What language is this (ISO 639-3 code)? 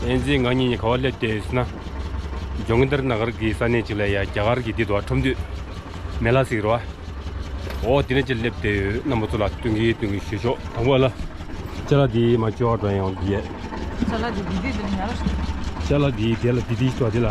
bod